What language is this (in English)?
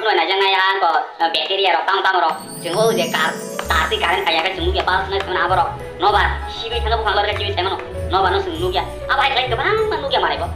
Kok Borok